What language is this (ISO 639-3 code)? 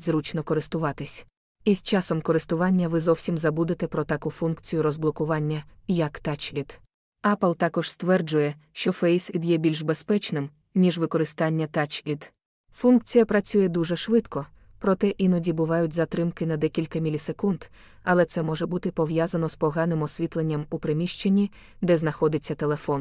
ukr